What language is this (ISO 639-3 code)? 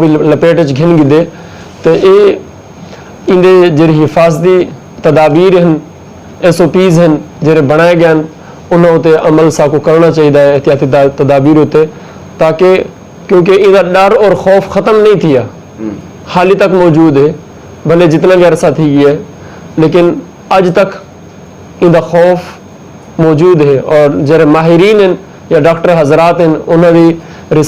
skr